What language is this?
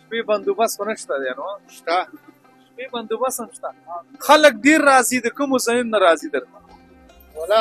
Pashto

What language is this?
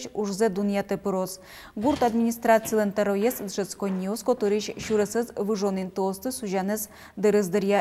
Udmurt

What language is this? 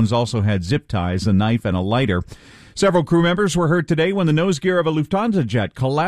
English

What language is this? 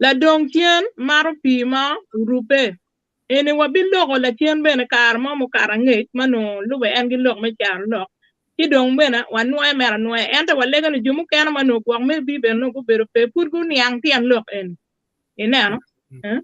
Acoli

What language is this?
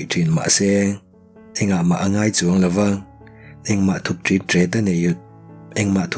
Mizo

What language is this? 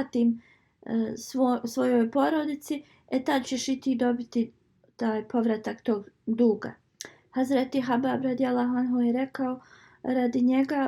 Bosnian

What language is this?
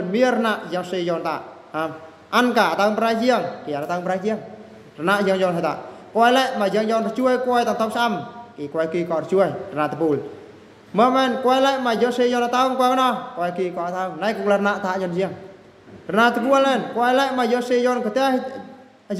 Eastern Bru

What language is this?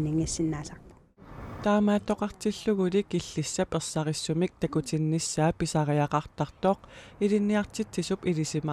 Kalaallisut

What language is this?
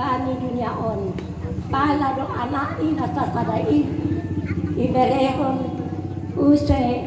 Batak Simalungun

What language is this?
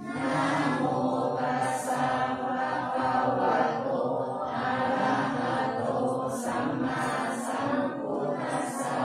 Pali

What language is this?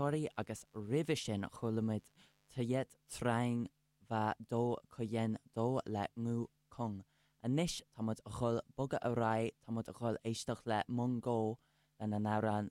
Irish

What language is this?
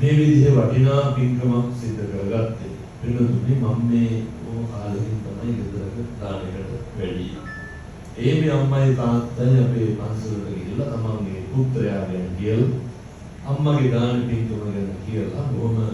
Sinhala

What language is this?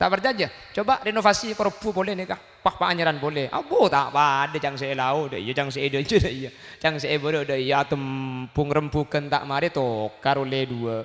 Madurese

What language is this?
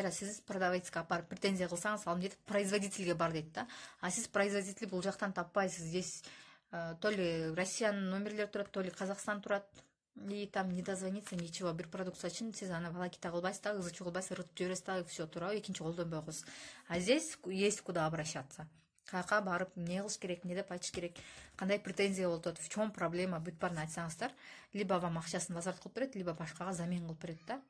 Kyrgyz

